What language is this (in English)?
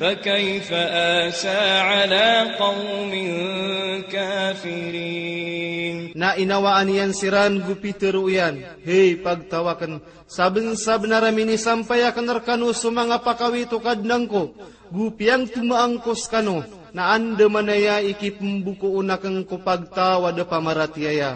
Maranao